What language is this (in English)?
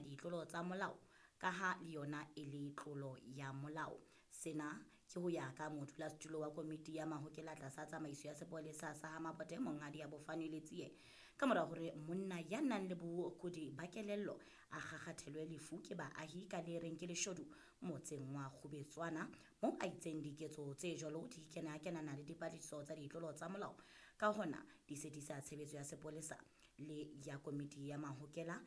Southern Sotho